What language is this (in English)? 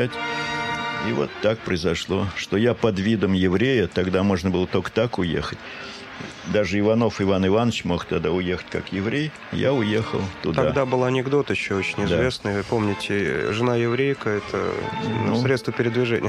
Russian